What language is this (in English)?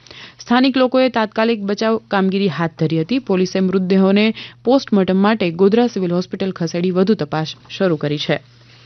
Gujarati